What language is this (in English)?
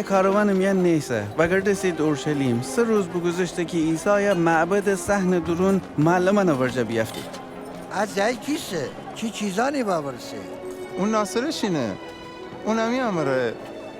Gilaki